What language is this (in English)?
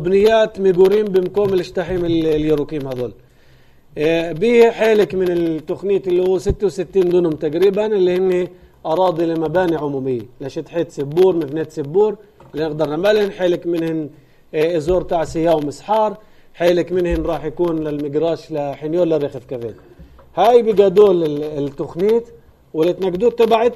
North Levantine Arabic